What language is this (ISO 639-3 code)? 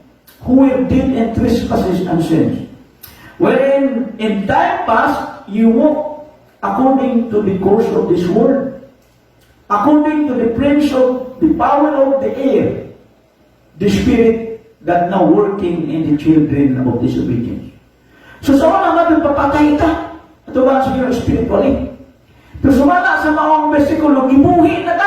ceb